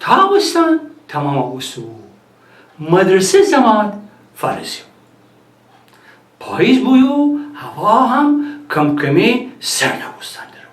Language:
Gilaki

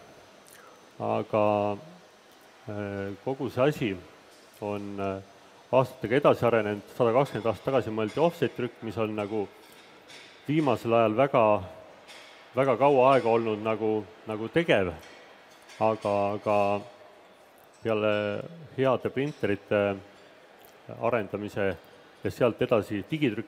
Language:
Estonian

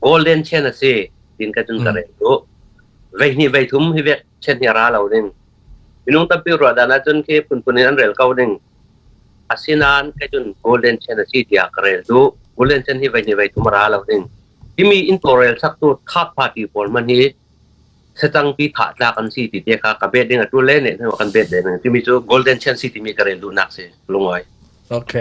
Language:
Falam Chin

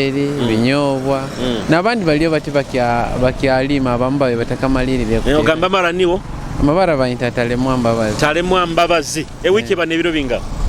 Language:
Nyoro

